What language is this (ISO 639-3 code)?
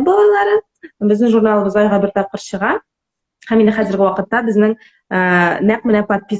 tat